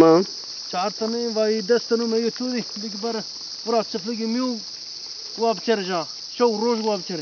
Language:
Zaza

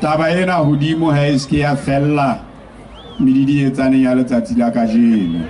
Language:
Southern Sotho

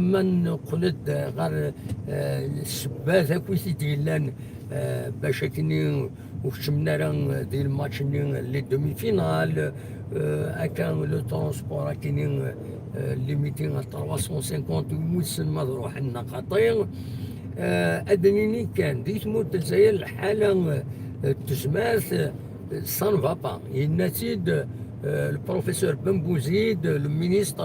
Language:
Kabyle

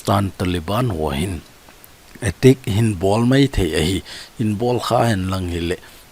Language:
Thado Chin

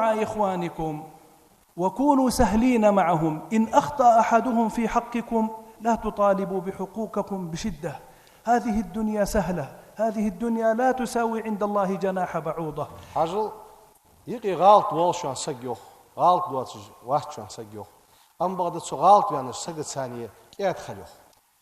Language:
Ingush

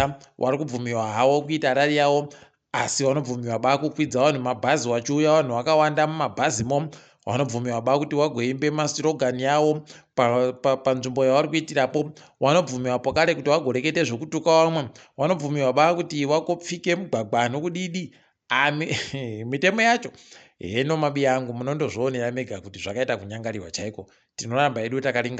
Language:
Ndau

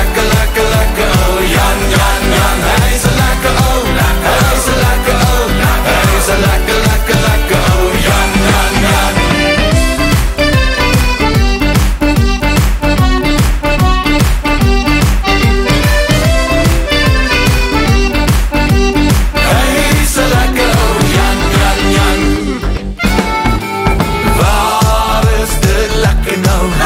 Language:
Afrikaans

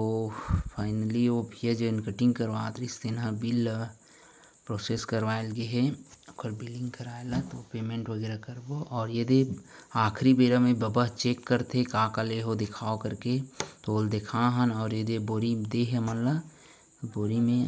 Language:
Chhattisgarhi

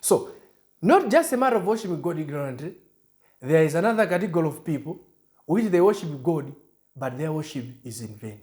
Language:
English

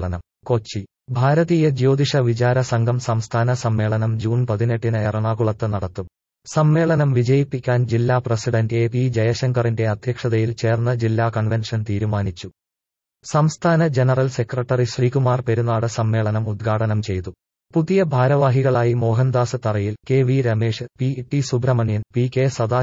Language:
Malayalam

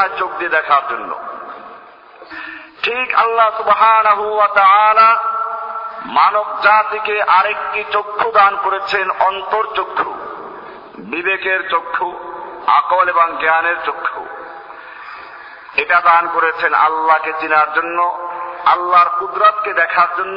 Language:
Bangla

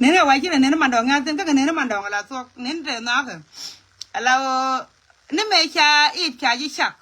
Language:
Nuer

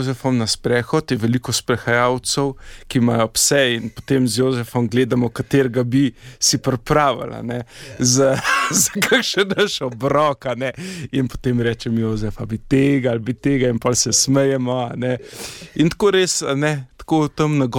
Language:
Slovenian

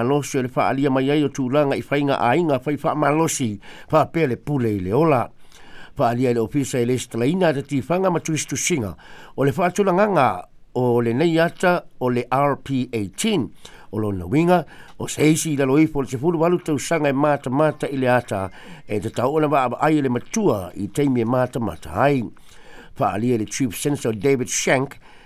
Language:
Samoan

